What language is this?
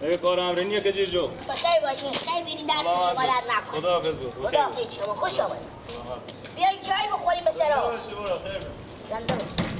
Persian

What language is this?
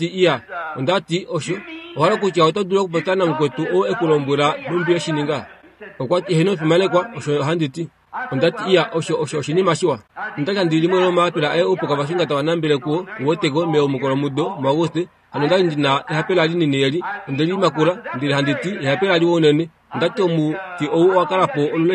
Kuanyama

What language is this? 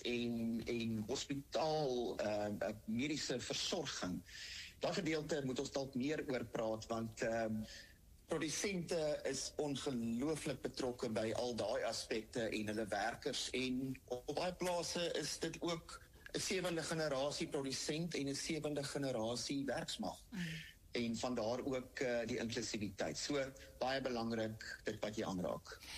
Afrikaans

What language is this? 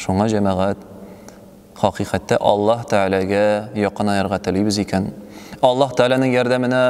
Tatar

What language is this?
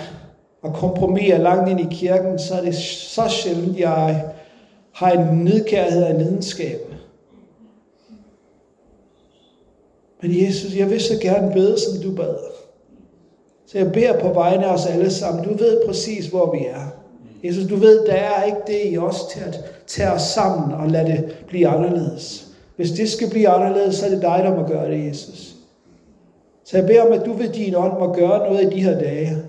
Danish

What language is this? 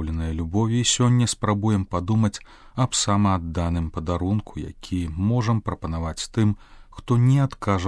Belarusian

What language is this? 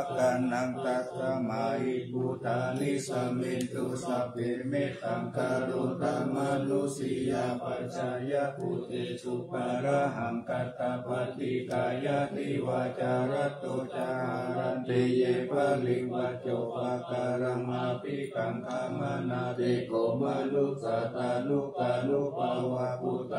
Pali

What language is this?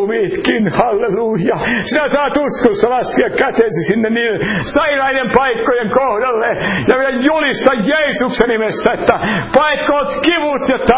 Finnish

